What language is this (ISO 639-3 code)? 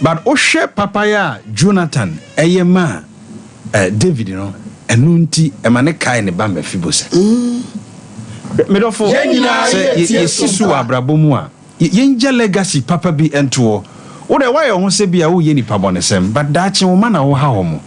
aka